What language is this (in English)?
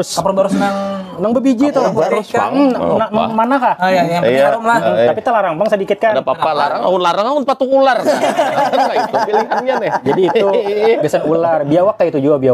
Banjar